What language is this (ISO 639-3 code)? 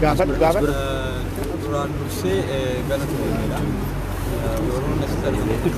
orm